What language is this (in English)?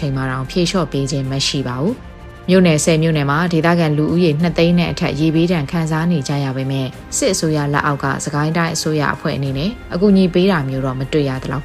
Burmese